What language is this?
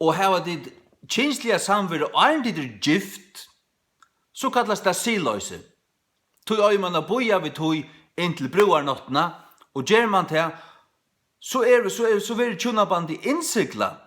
Faroese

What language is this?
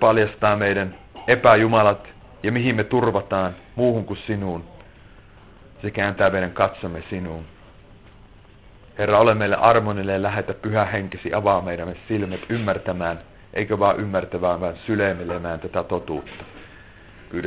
Finnish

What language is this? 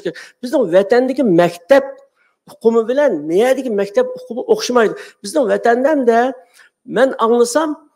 Uyghur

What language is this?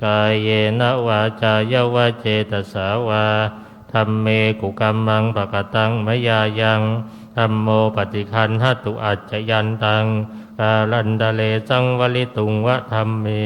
Pali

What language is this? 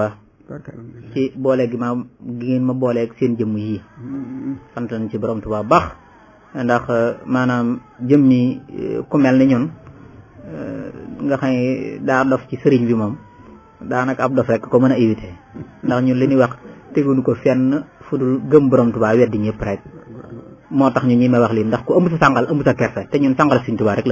Wolof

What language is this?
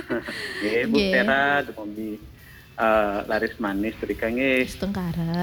Balinese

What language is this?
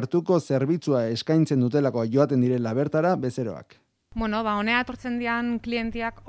Basque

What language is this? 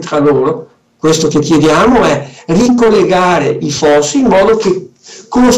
Italian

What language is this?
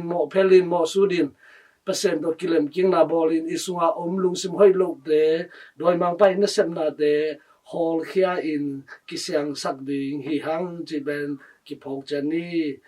Tedim Chin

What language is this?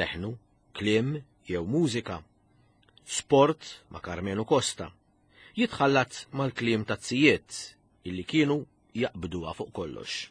Maltese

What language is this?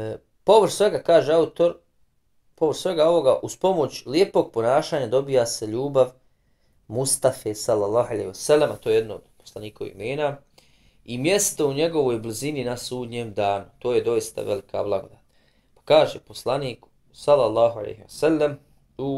Bosnian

